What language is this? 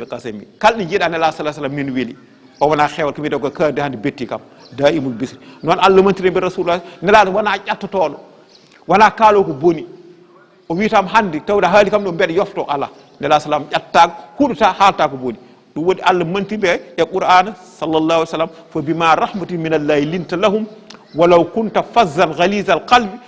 Fula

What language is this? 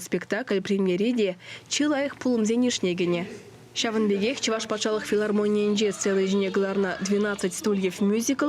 Chuvash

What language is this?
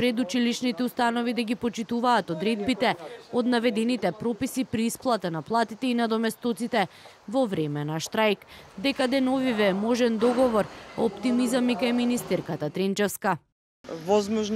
Macedonian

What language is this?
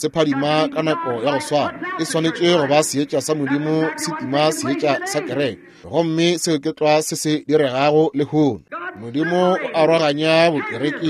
Northern Sotho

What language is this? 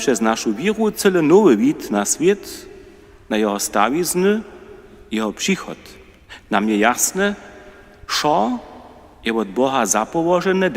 Upper Sorbian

